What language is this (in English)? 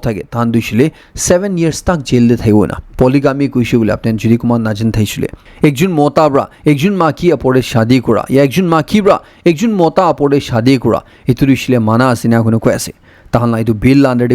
Naga Pidgin